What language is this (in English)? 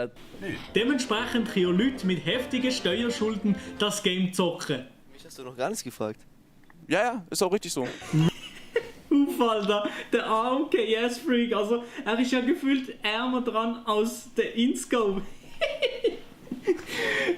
Swiss German